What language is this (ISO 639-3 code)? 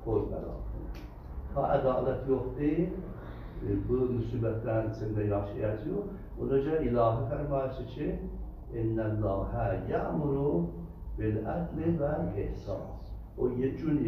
azb